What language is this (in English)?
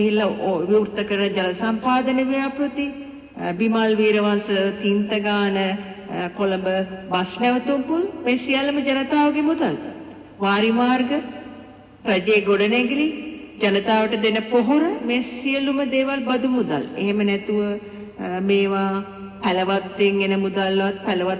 Sinhala